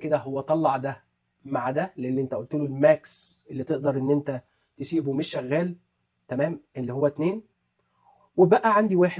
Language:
Egyptian Arabic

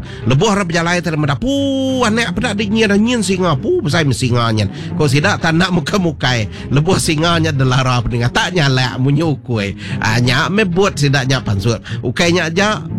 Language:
Iban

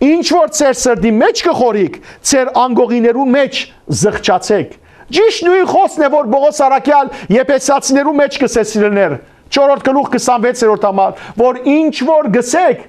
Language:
Western Armenian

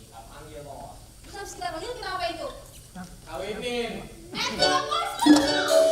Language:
Betawi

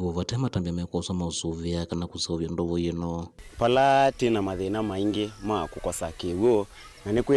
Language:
Kamba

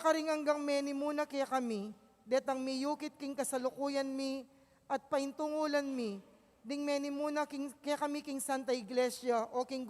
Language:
Pampanga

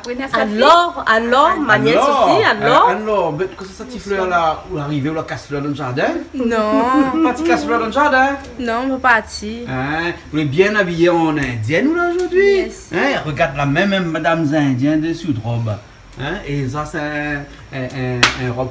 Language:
Réunion Creole French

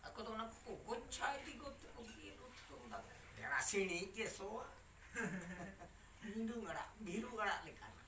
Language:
Santali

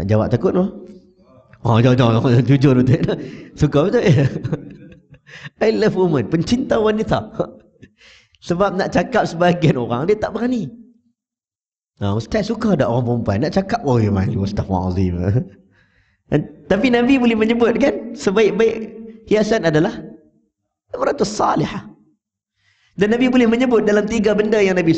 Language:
Malay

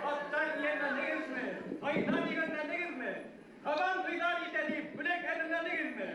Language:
Bashkir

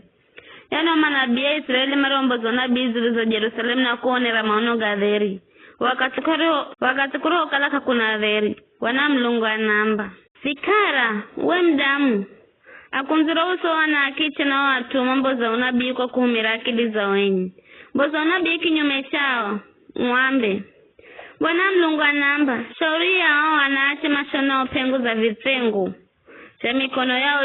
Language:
Giryama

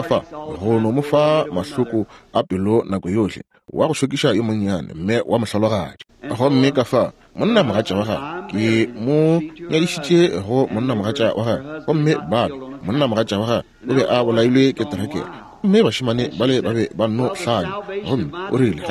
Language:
Northern Sotho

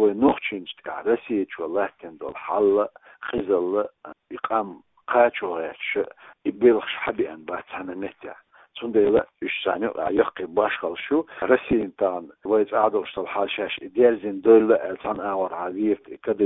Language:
Chechen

